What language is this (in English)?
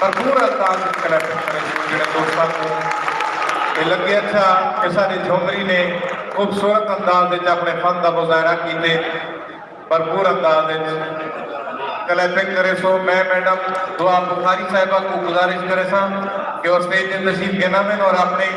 Saraiki